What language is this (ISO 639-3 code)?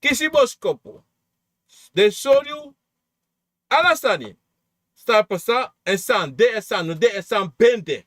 srn